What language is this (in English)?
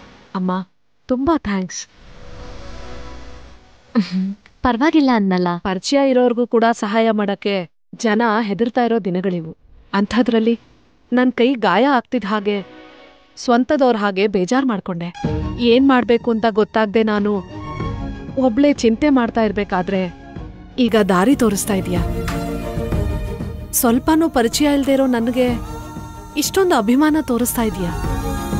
Kannada